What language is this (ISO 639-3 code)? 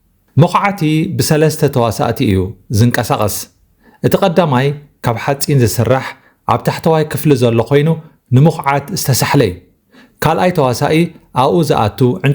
tir